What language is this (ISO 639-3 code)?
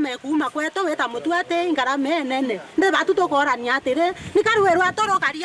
mer